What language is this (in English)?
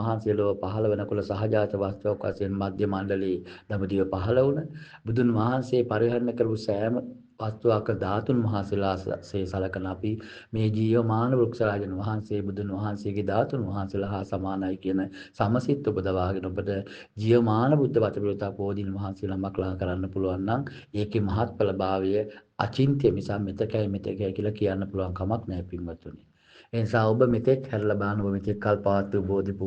Sinhala